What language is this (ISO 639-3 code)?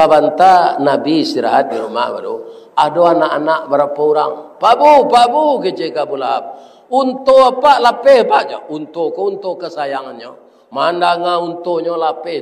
min